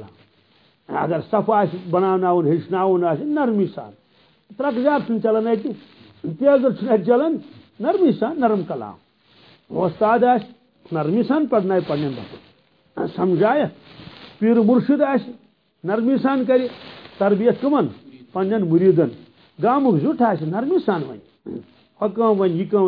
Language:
Kashmiri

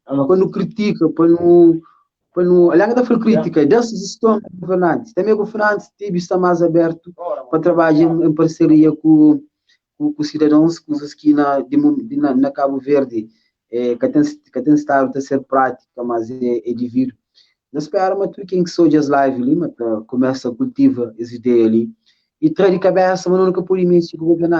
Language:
Kabuverdianu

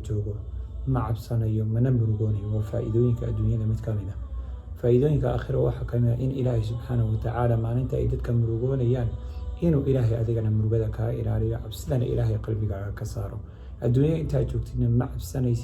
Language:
Somali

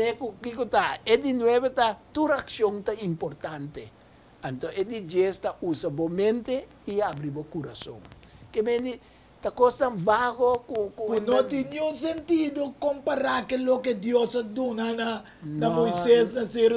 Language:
Papiamento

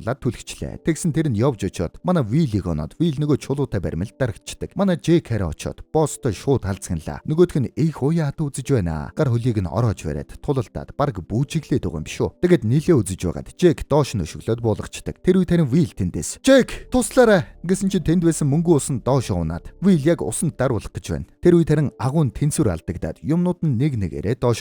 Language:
Mongolian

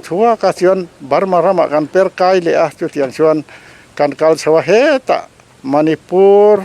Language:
Mizo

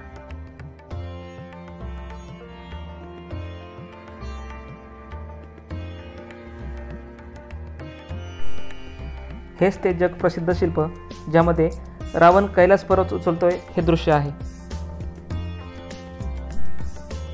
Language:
Marathi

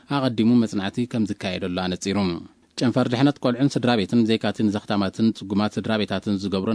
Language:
Tigrinya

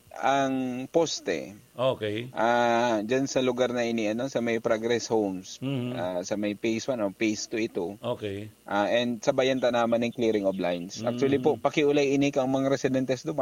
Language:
Bikol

